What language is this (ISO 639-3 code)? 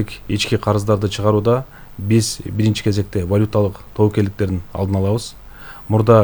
kir